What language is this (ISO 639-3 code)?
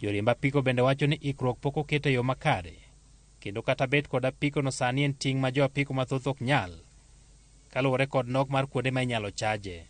luo